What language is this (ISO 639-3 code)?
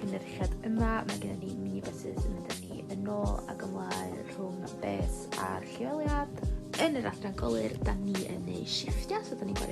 cym